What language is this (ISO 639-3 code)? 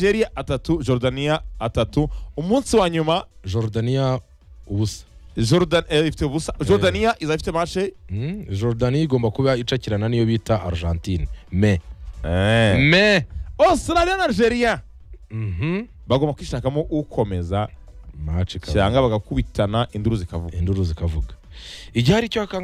kin